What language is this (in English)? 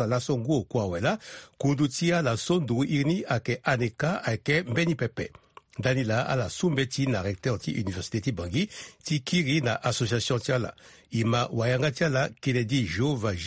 Sango